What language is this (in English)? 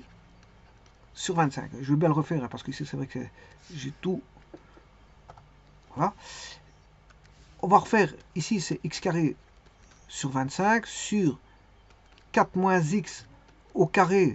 French